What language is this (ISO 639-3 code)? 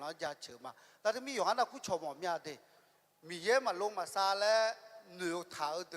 ahk